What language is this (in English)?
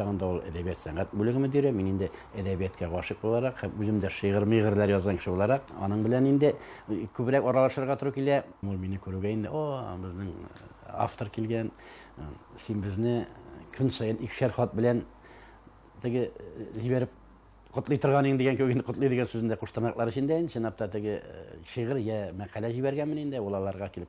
Tatar